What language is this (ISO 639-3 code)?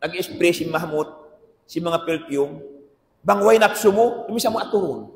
tsg